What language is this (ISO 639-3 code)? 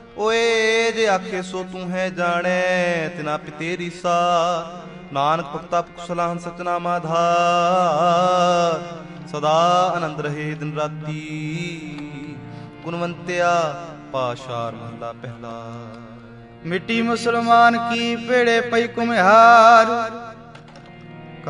pan